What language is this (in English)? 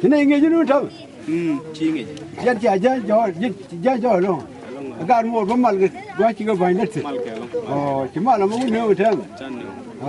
Nuer